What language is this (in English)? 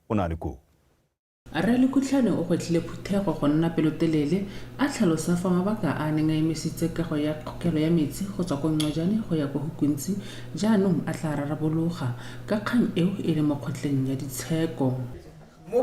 Tswana